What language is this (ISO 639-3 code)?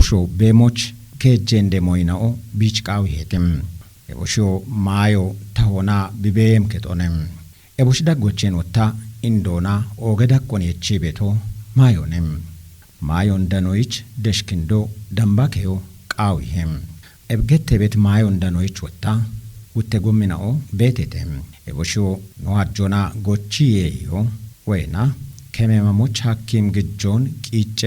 kbr